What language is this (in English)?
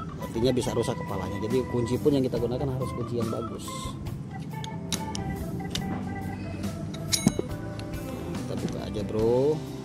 Indonesian